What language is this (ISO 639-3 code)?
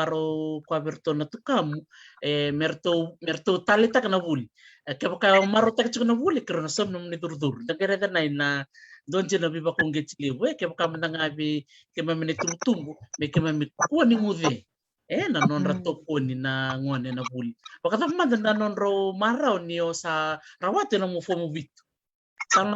fij